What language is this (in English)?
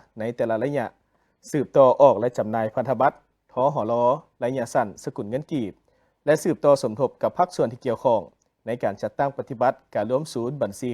Lao